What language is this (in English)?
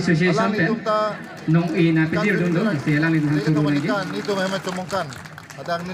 Karbi